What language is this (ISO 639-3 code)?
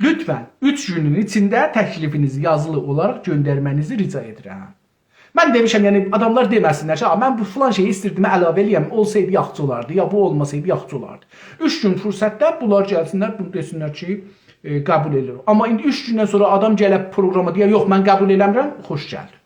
azb